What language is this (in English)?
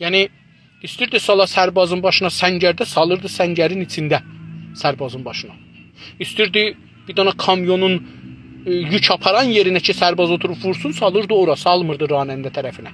South Azerbaijani